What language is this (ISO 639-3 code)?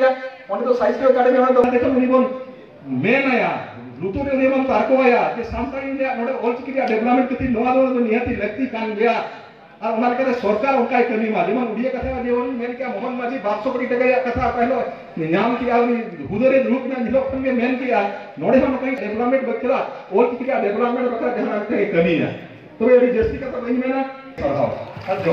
sat